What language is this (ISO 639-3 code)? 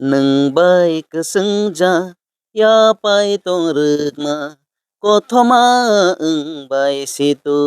trp